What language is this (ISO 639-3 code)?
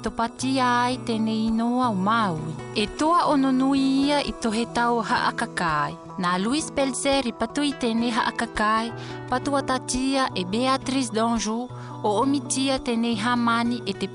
mqm